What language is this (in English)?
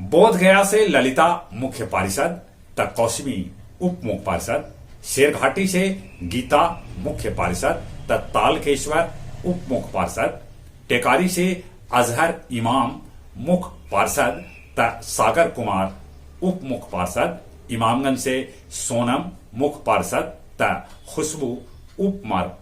Magahi